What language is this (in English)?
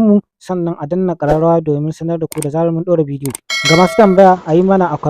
Hausa